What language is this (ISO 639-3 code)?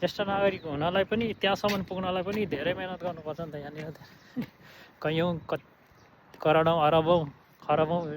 nep